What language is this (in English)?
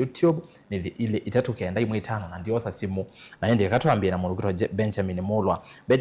Kamba